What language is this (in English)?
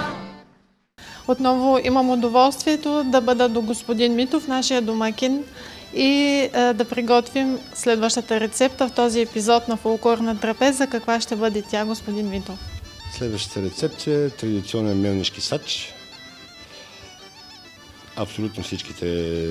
Bulgarian